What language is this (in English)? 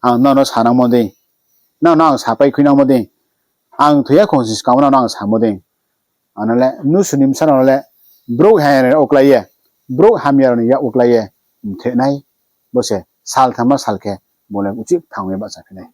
Riang (India)